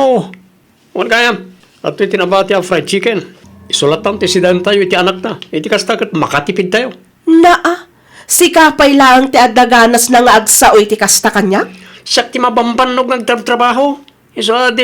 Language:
Iloko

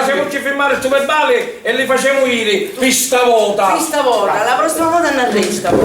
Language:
Sicilian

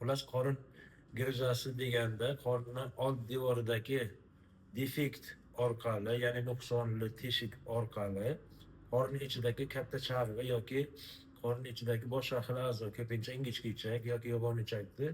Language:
Uzbek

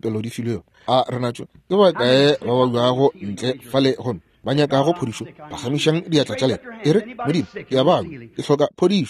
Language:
Northern Sotho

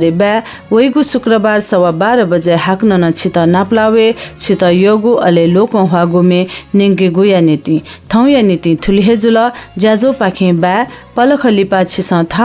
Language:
Newari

